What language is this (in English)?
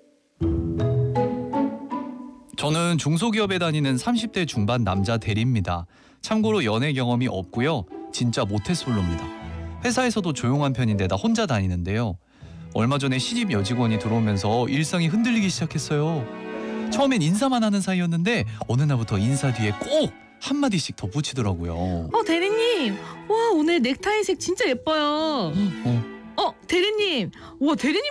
Korean